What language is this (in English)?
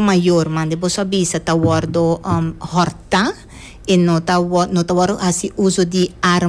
Papiamento